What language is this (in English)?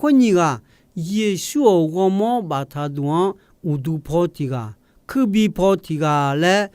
Akha